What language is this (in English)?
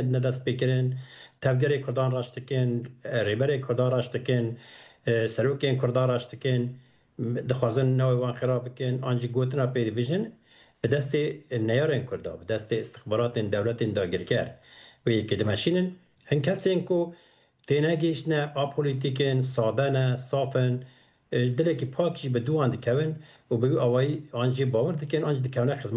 Kurdish